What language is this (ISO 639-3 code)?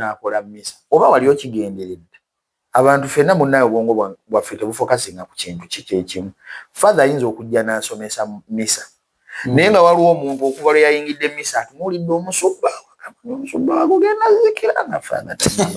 lug